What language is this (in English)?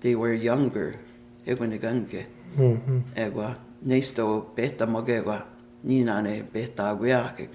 Plains Cree